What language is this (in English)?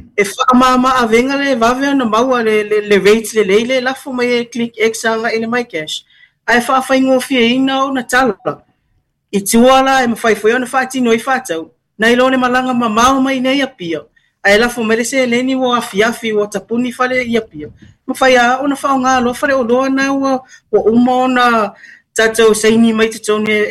Samoan